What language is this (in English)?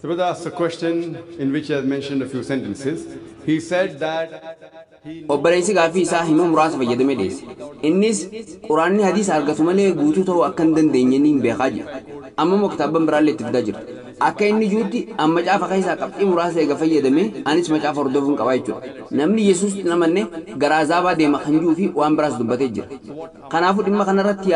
Oromo